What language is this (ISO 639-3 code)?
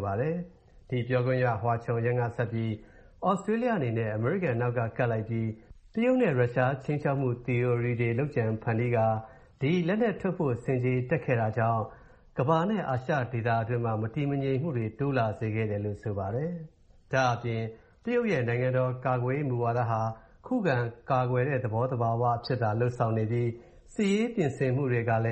mya